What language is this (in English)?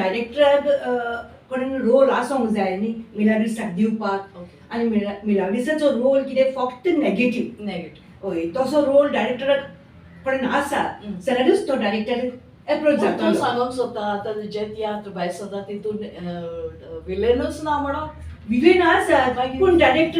Konkani